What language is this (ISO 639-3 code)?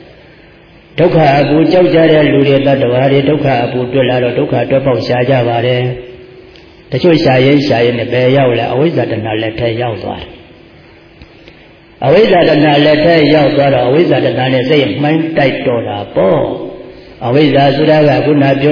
mya